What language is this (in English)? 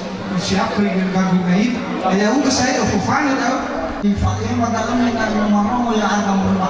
Nias